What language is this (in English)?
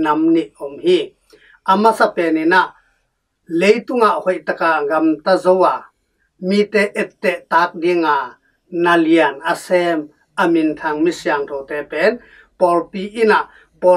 Tedim Chin